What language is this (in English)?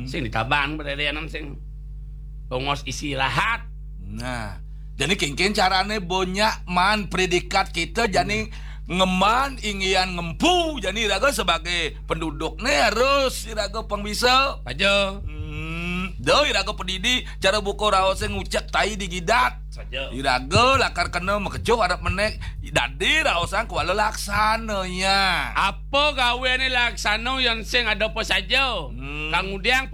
Balinese